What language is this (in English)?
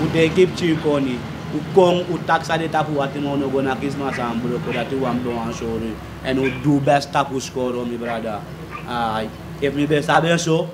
Sranan Tongo